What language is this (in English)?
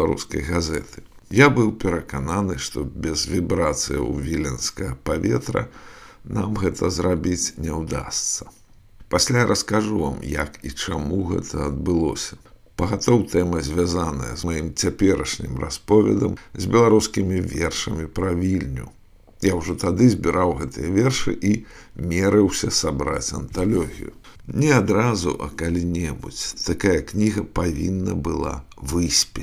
Belarusian